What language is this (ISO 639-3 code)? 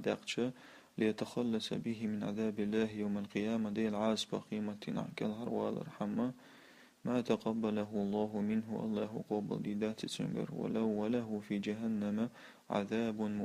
che